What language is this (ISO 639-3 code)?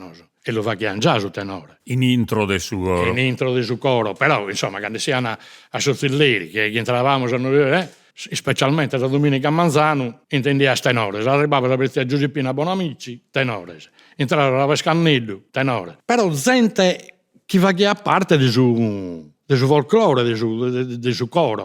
srd